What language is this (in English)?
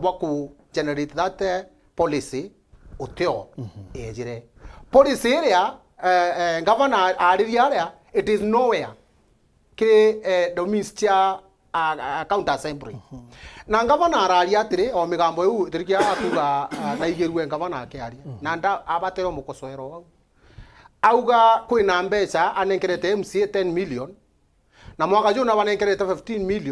Meru